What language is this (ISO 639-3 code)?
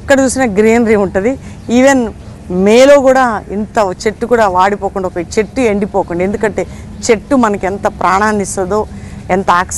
tel